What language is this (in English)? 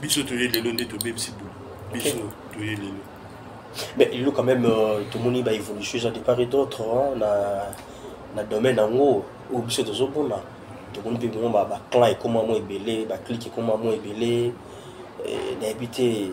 Lingala